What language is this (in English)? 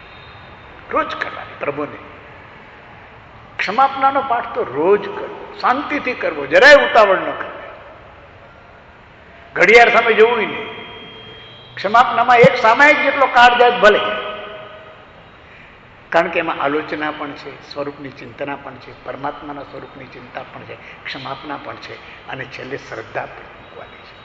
Gujarati